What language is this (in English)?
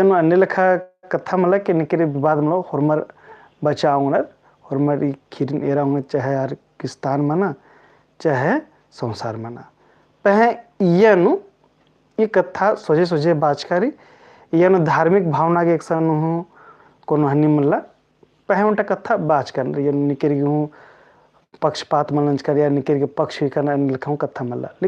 Kurukh